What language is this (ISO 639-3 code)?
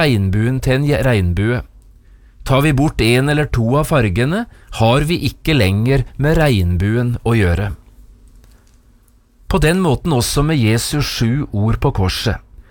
nor